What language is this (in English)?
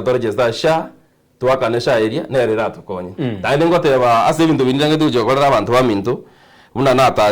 Gusii